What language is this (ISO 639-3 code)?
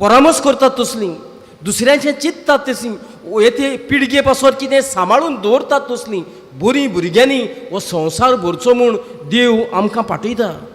kok